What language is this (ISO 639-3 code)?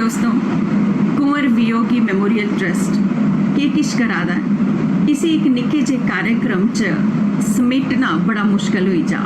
doi